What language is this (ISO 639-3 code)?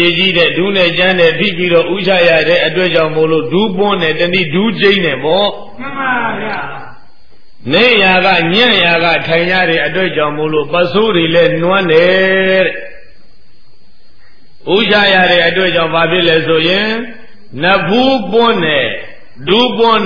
mya